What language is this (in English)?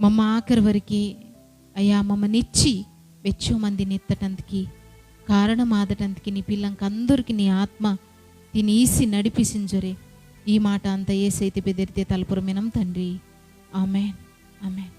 Koya